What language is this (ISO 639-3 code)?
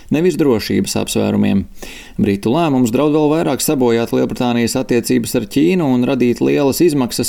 lav